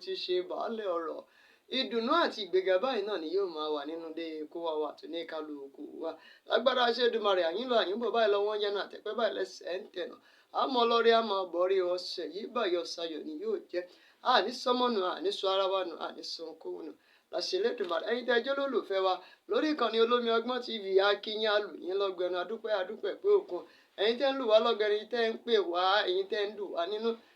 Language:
Yoruba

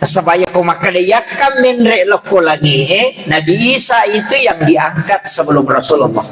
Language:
Buginese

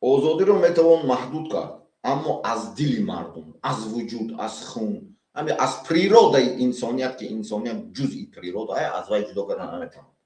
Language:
Tajik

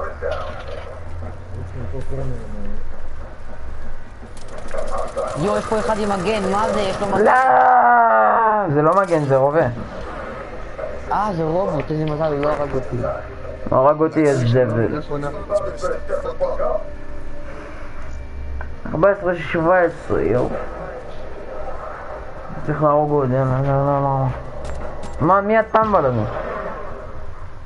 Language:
Hebrew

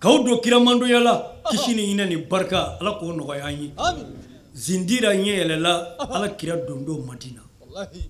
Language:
Bambara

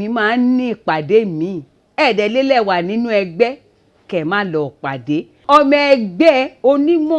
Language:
Yoruba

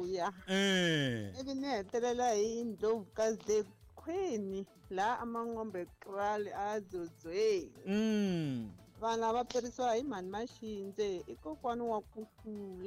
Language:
Tsonga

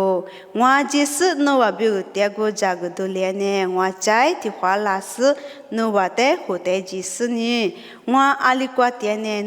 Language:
Lisu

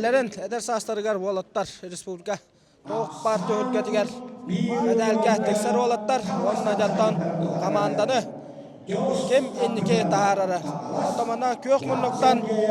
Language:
Yakut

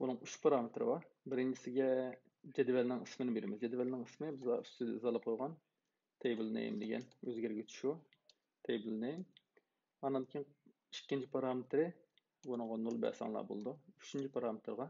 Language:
Uyghur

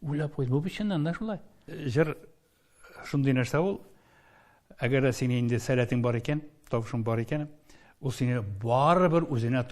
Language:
Tatar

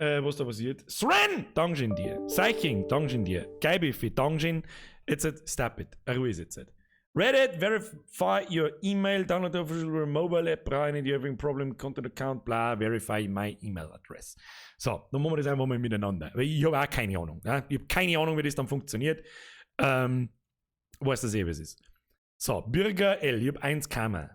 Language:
Bavarian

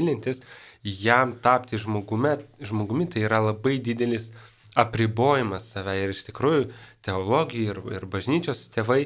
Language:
Lithuanian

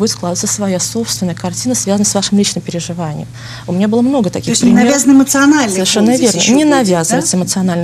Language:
Russian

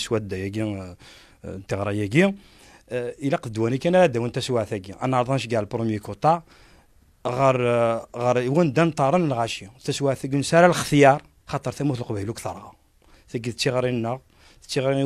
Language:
Kabyle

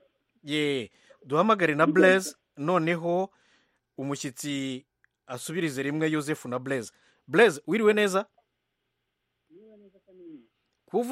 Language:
Kinyarwanda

